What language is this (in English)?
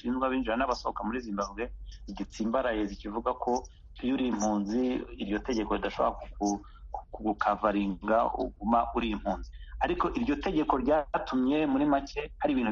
Kinyarwanda